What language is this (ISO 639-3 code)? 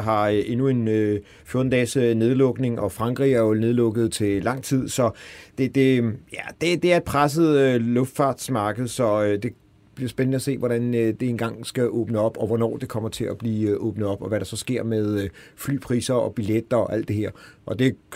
dan